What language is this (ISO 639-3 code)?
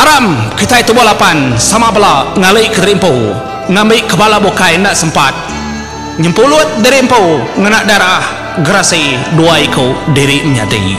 iba